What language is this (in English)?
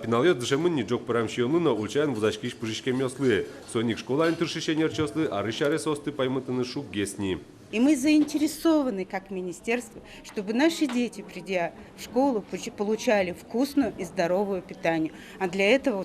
Udmurt